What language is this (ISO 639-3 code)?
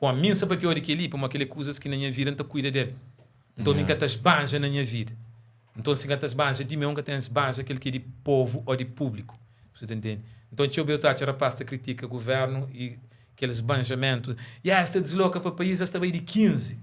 kea